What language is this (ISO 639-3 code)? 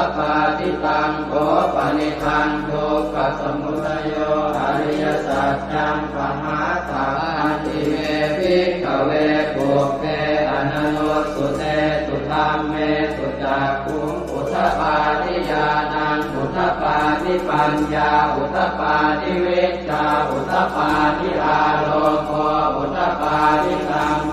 pli